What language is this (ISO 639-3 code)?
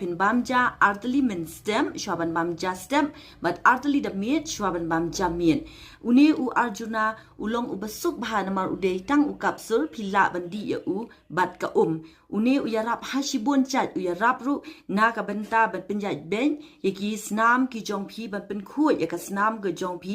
kha